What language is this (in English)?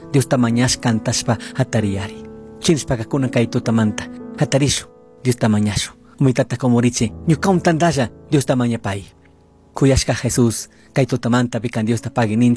Chimborazo Highland Quichua